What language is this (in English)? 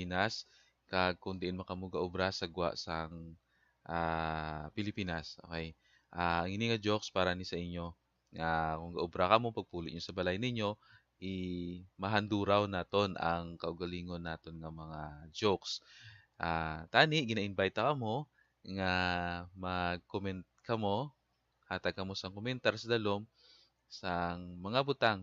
Hiligaynon